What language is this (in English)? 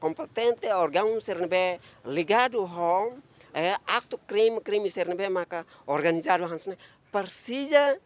Tetum